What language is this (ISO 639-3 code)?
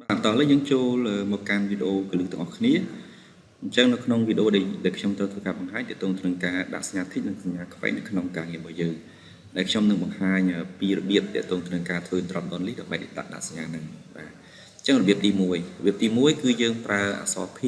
khm